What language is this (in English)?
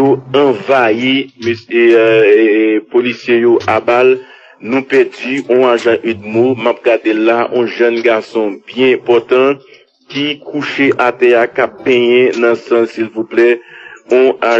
Haitian Creole